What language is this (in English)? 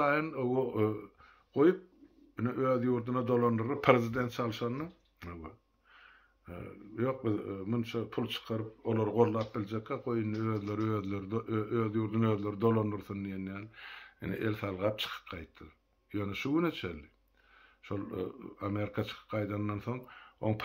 Turkmen